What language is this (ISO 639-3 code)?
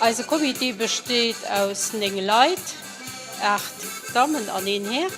ltz